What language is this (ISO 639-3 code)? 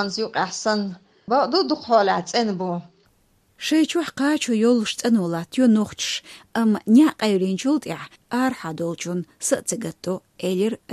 che